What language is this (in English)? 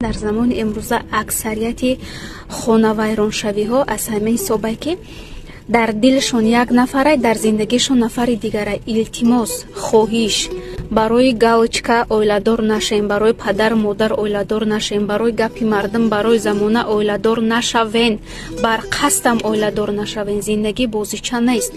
Tajik